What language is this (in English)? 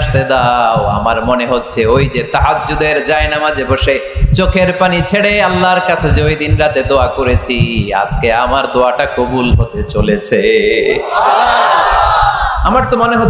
Bangla